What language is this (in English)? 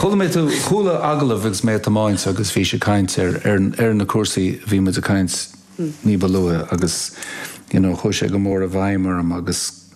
Irish